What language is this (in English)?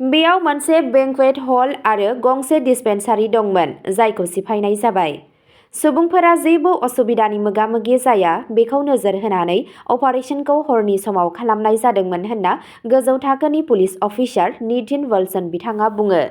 Bodo